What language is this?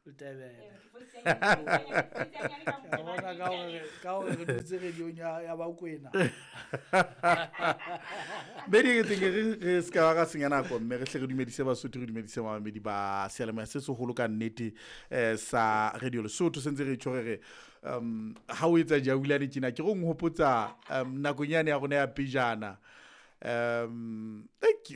Southern Sotho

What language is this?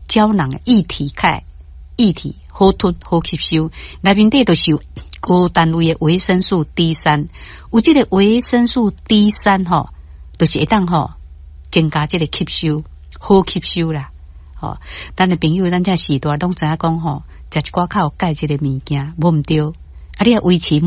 Min Nan Chinese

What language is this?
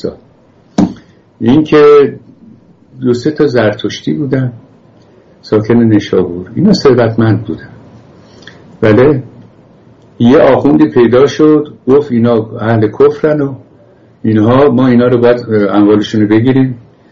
Persian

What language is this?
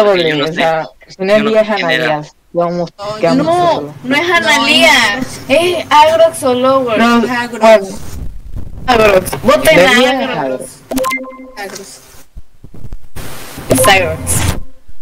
Spanish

